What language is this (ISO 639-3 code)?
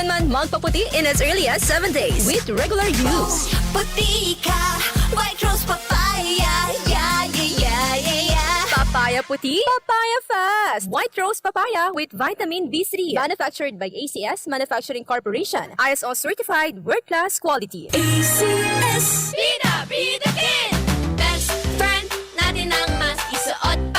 bik